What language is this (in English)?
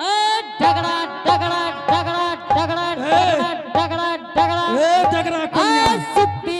Angika